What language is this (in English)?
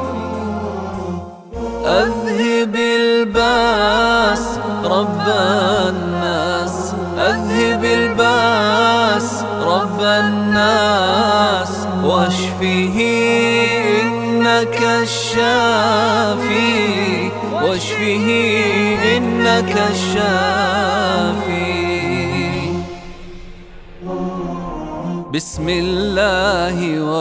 Arabic